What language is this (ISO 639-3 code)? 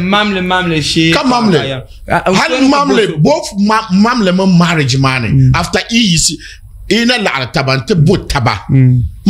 dag